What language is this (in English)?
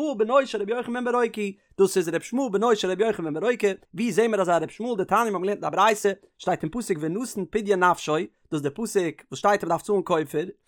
Yiddish